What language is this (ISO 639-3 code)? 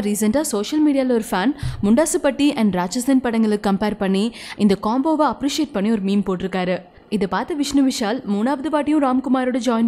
tam